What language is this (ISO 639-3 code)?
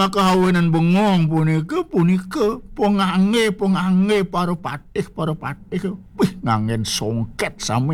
ban